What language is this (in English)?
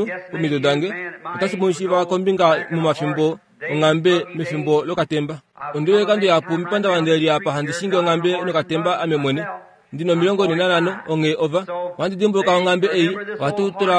Kuanyama